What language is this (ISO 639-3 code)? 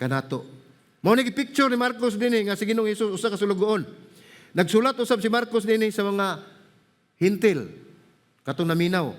ceb